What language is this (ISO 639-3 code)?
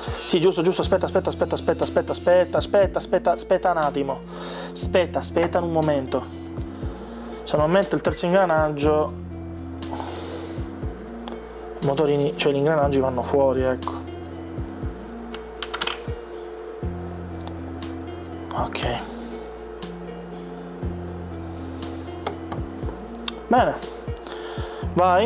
ita